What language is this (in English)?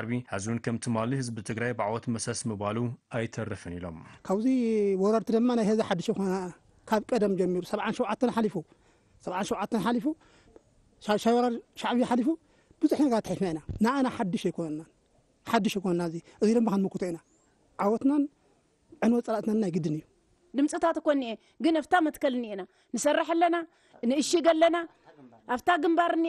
Tigrinya